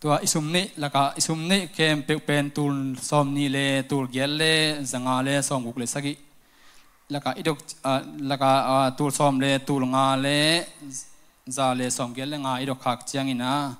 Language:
Tedim Chin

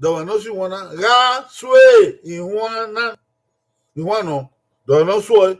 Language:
Bini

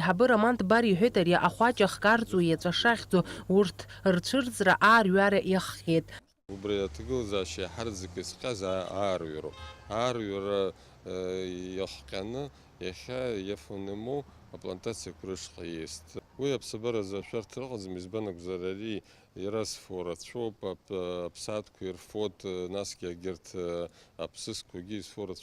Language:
Abkhazian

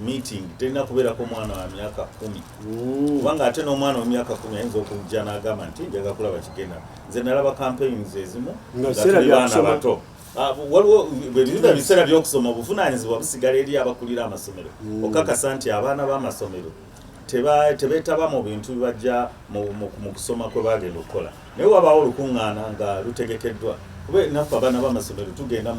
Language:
Ganda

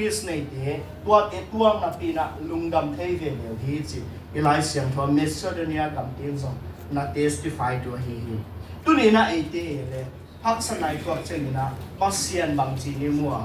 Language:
Tedim Chin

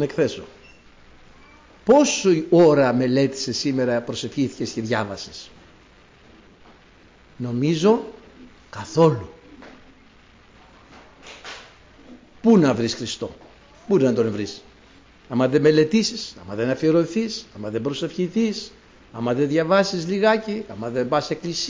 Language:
Greek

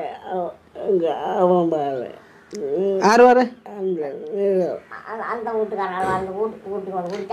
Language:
Tamil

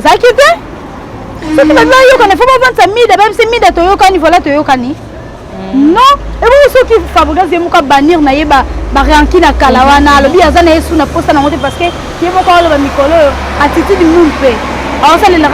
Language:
Lingala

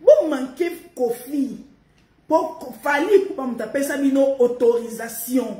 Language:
Lingala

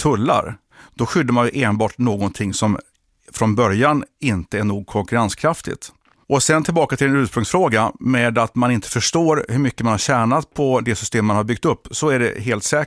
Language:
Swedish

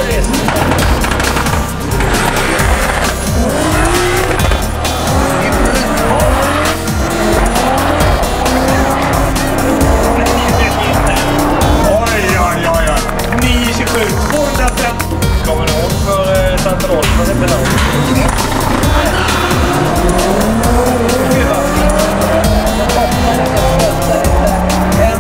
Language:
Swedish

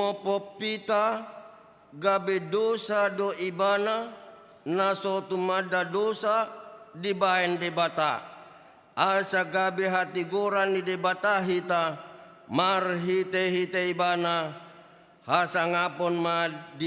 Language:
Batak Toba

